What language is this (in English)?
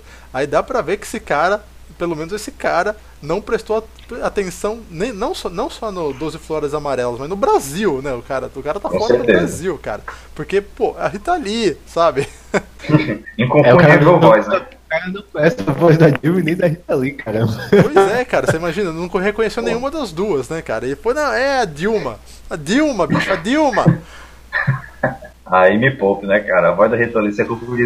Portuguese